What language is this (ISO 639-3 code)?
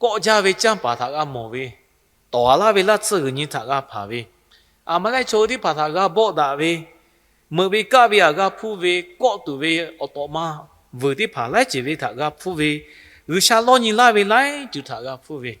lhu